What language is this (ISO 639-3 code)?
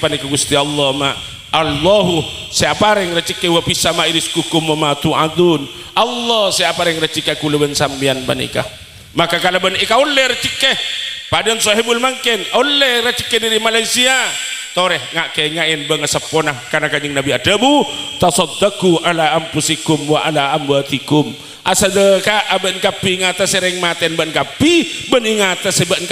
mad